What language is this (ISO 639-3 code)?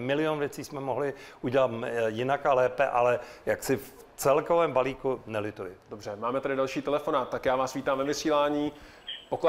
ces